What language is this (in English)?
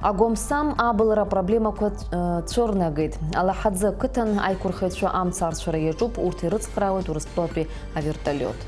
Abkhazian